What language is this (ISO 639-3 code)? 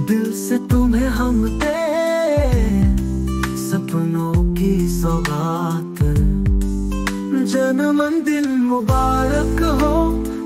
hin